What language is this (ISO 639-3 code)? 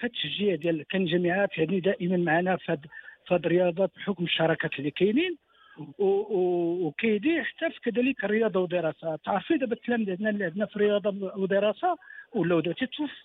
ary